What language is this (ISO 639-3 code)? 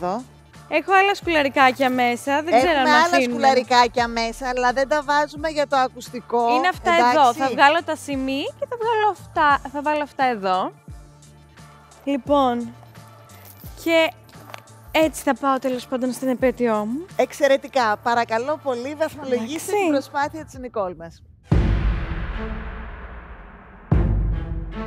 ell